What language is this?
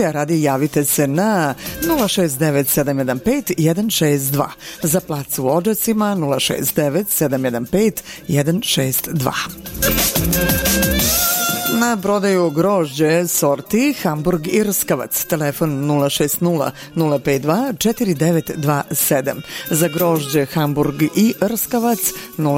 Serbian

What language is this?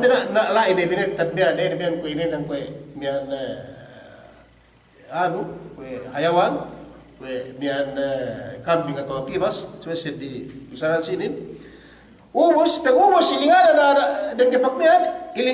Yakan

